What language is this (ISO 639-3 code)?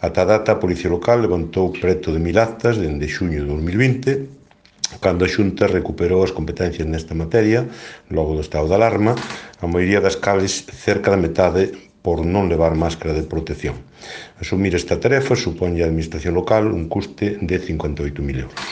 glg